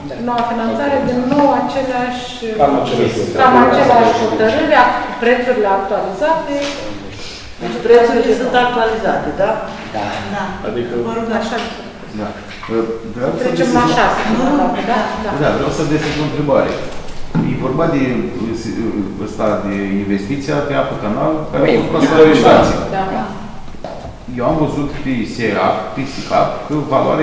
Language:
Romanian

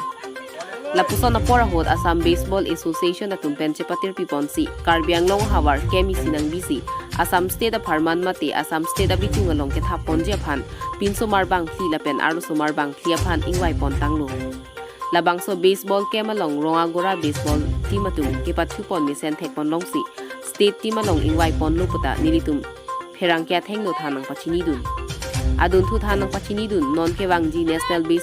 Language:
Karbi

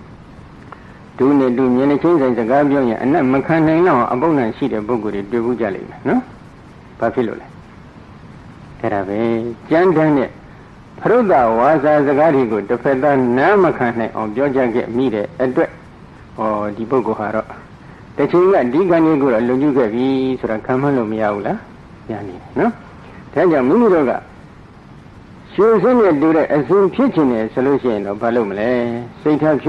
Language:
Burmese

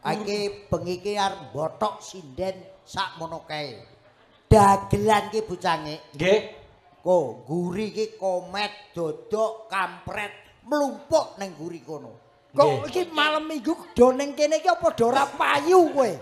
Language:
Javanese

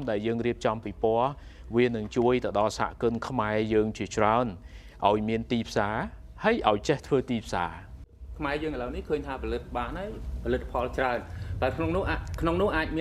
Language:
Khmer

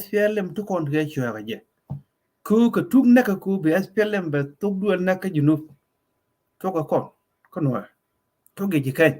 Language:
Nuer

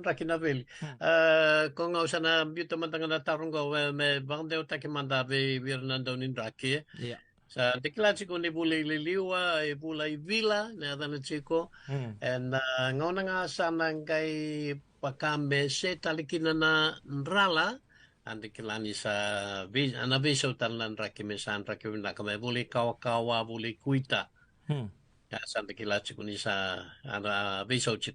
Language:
Fijian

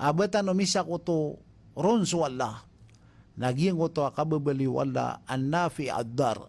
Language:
Maranao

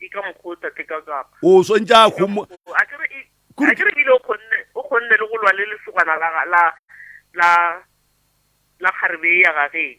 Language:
Northern Sotho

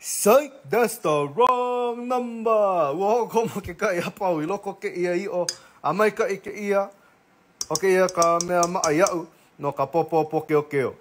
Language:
Hawaiian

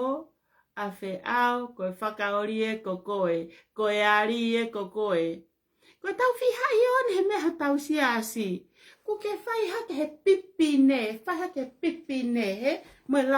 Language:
Tongan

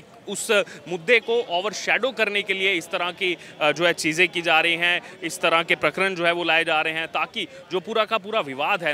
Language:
Hindi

